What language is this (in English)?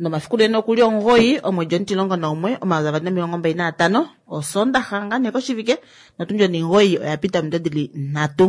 Kuanyama